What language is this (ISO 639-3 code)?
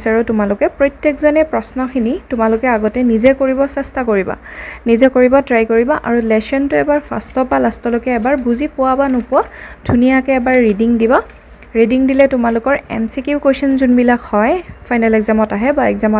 asm